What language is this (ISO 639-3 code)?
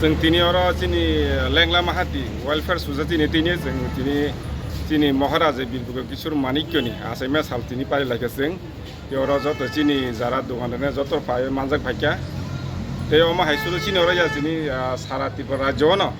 trp